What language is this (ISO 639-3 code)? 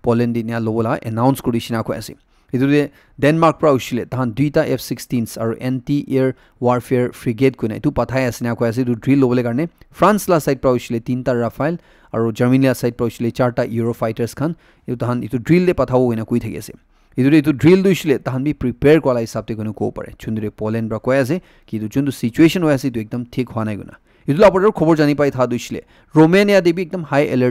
nag